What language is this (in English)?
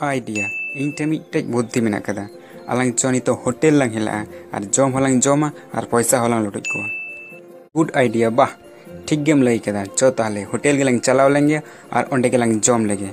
Santali